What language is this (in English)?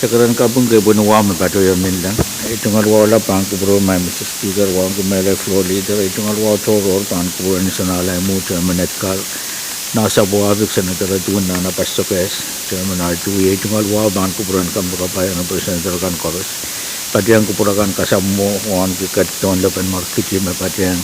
Pohnpeian